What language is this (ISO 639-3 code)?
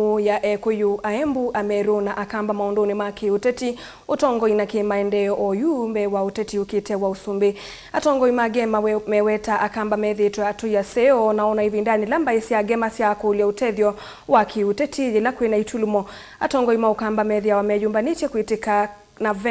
kam